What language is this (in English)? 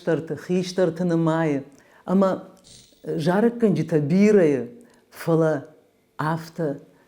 Ossetic